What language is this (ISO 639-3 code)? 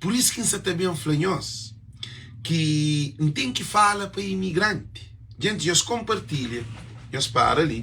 kea